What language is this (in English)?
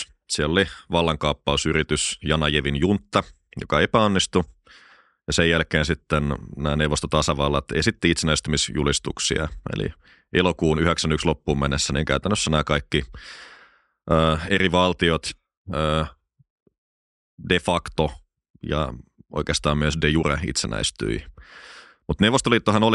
Finnish